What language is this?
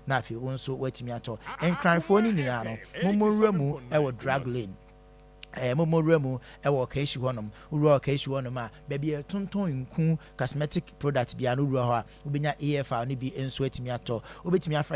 Akan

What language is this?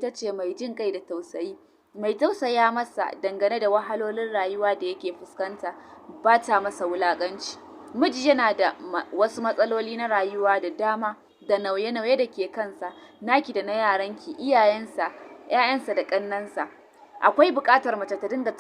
Hausa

